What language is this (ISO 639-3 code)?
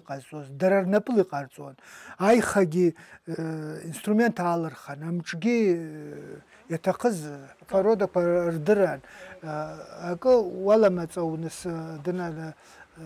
abk